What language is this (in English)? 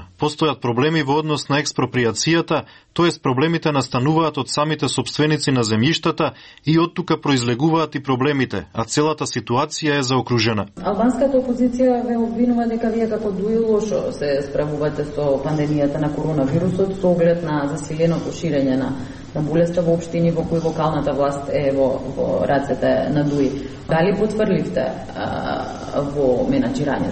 Macedonian